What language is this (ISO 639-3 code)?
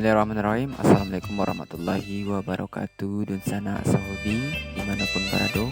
min